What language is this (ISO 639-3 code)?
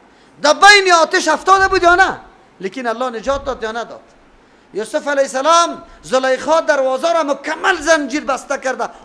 fas